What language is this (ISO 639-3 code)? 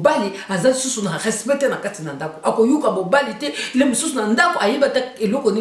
lin